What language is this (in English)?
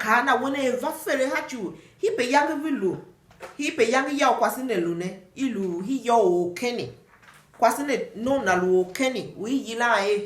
Tiv